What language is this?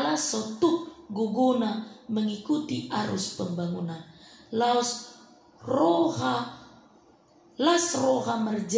Batak Toba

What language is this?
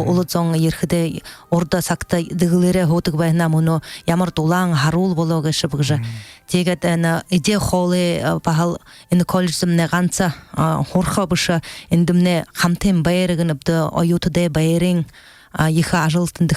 Buriat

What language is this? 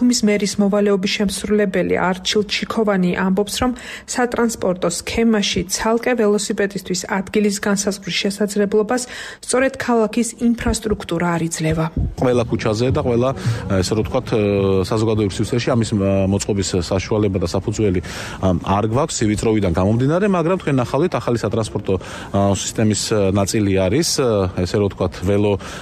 Georgian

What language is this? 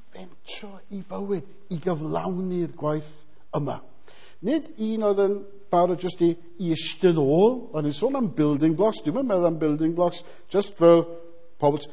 Welsh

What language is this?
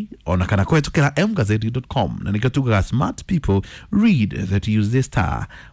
Kikuyu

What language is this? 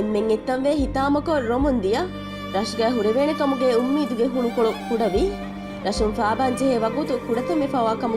Divehi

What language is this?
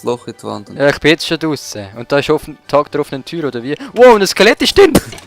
Swiss German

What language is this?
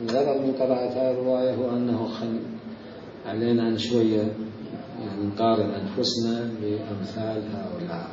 Mesopotamian Arabic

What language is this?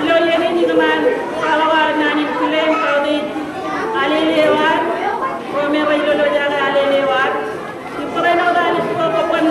Marshallese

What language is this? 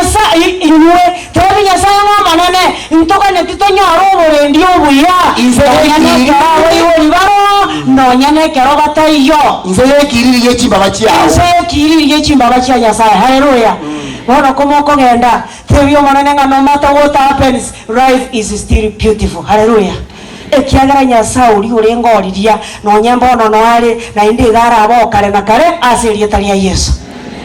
Gusii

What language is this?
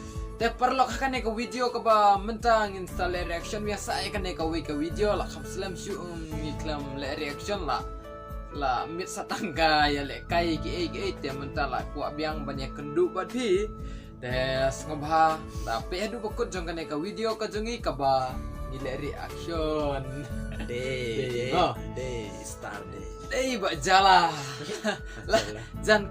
Khasi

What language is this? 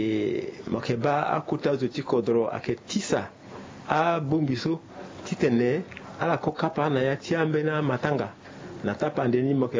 Sango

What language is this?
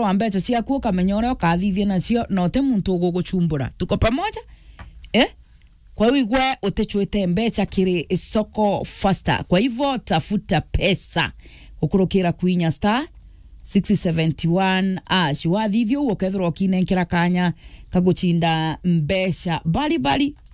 Meru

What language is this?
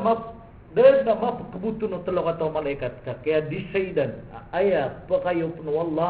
Maranao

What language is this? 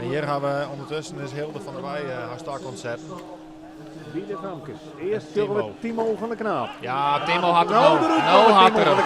Western Frisian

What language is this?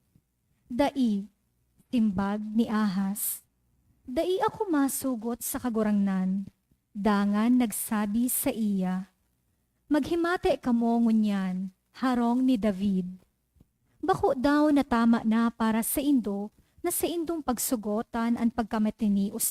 Bikol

